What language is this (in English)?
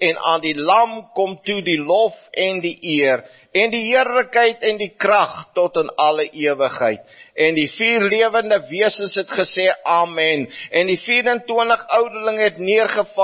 Afrikaans